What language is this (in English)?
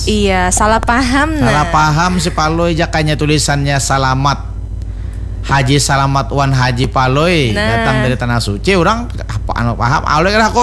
Banjar